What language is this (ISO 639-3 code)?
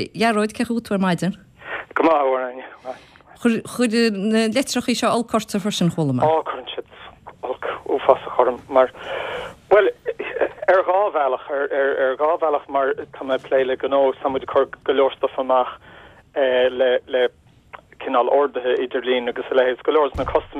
gle